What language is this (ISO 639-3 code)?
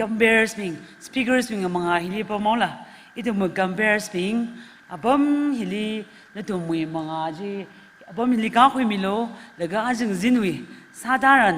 nmf